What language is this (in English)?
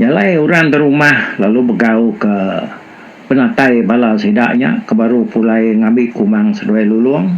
Iban